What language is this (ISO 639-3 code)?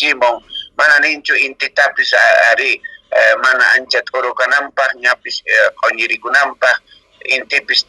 que